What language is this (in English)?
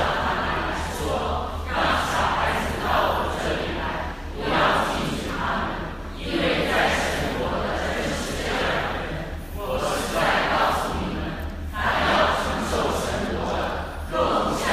Chinese